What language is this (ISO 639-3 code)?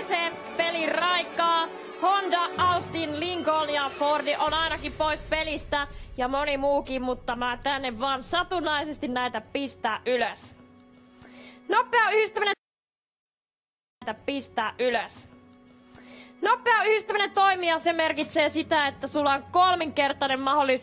fin